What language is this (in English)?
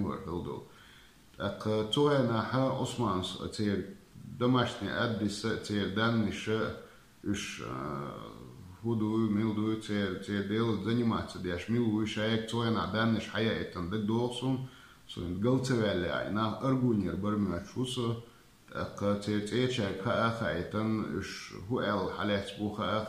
Chechen